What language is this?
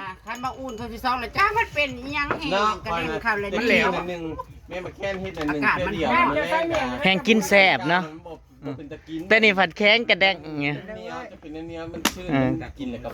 Northeastern Thai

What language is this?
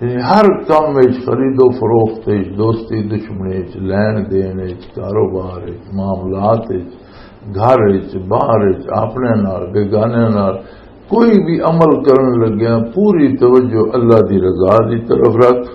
Western Panjabi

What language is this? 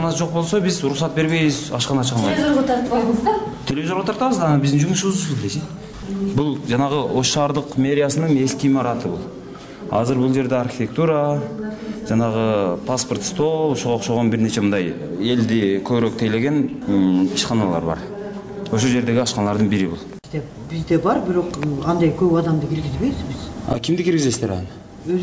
Kyrgyz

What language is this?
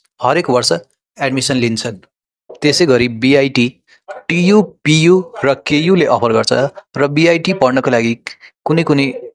Nepali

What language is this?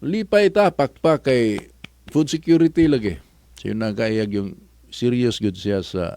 Cebuano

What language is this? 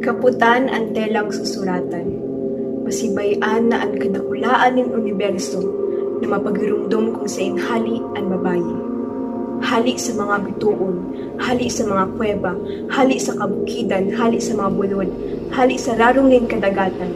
Bikol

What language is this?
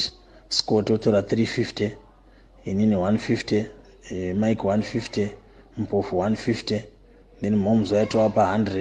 Shona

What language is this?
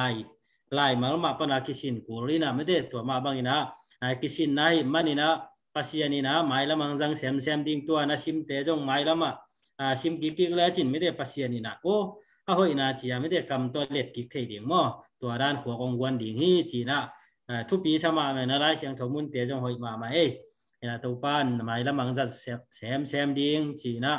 Tedim Chin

